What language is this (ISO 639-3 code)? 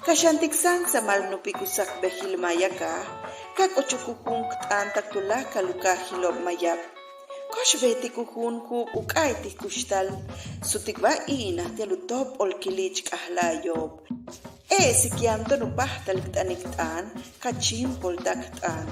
yua